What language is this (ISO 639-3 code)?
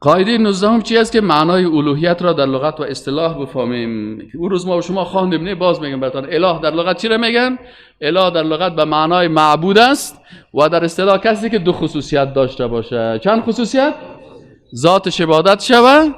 fas